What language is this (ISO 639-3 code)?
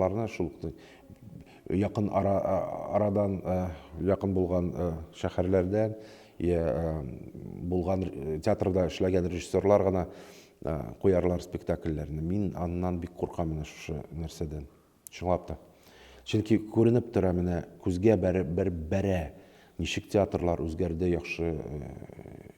tat